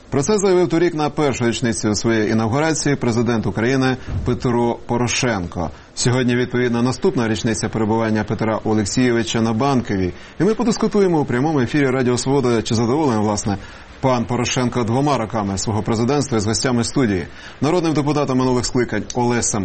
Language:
Ukrainian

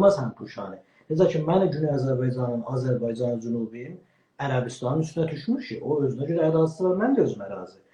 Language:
South Azerbaijani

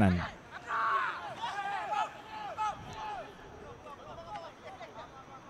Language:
Malay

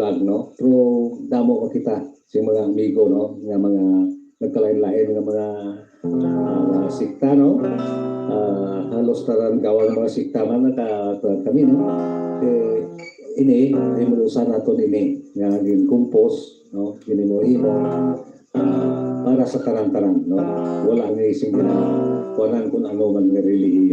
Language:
Hiligaynon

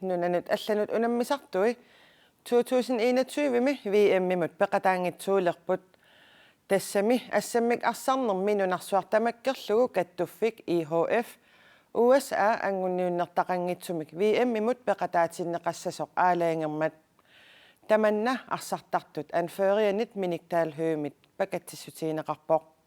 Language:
Kalaallisut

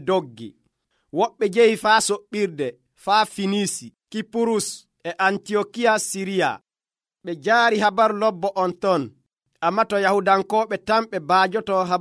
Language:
Nigerian Fulfulde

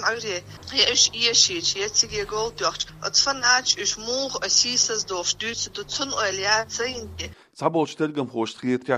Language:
Chechen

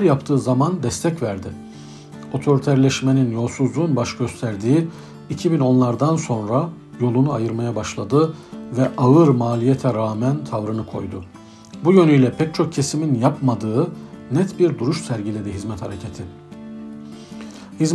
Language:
Turkish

